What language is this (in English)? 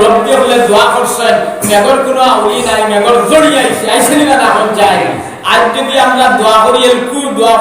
Sylheti